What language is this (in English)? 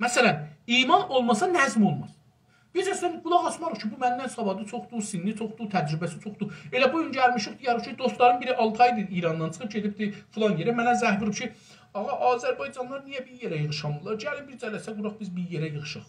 South Azerbaijani